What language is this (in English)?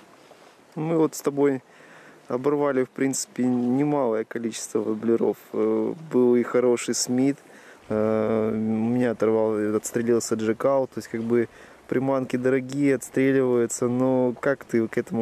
Russian